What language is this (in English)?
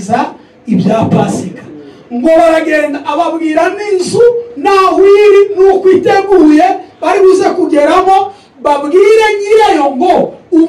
Kinyarwanda